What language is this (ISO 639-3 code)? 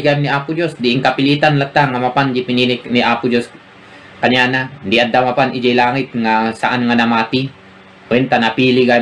ilo